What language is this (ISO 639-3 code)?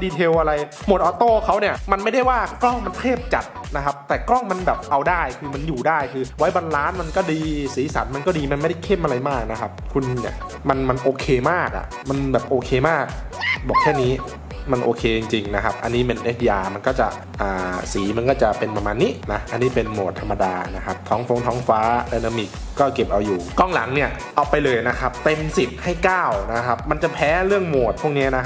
tha